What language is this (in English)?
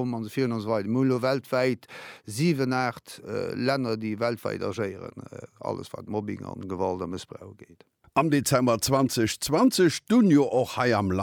Luxembourgish